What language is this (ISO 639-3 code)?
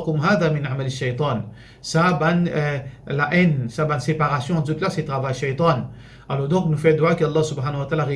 mfe